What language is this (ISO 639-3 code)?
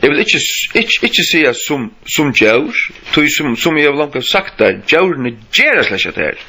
fao